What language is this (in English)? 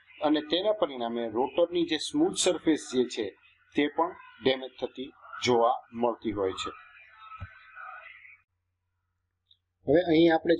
Gujarati